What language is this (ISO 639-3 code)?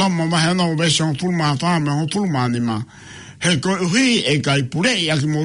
ton